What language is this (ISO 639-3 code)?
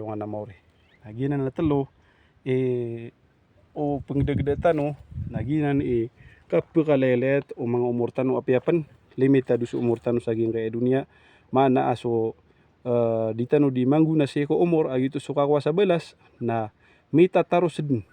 mrw